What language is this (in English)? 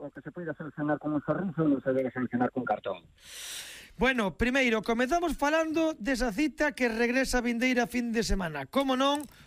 Galician